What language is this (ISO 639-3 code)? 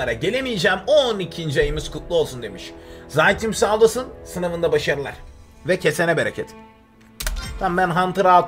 tur